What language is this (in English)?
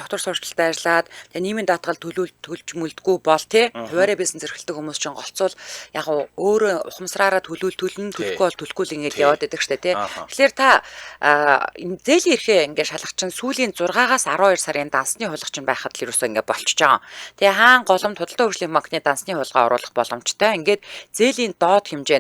Mongolian